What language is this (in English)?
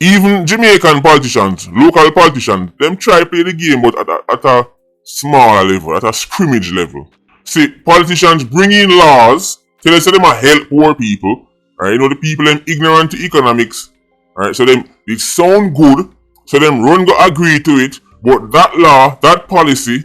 Jamaican Creole English